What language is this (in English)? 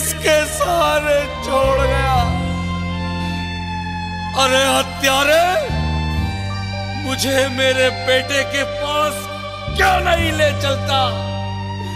Hindi